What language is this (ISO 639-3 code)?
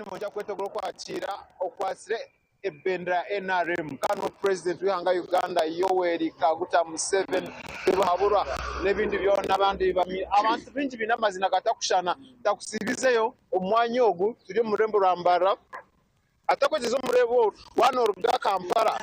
nyn